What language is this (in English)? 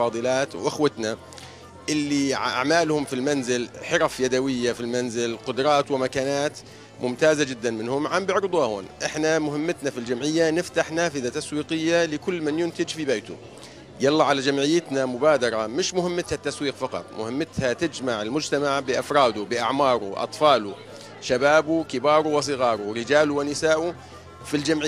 North Levantine Arabic